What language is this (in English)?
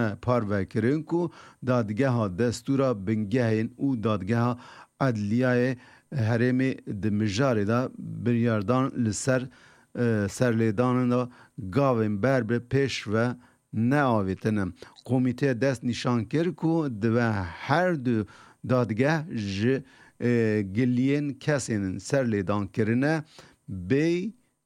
Kurdish